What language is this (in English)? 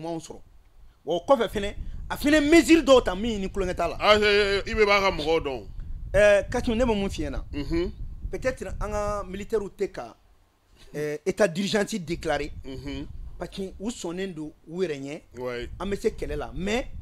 Bambara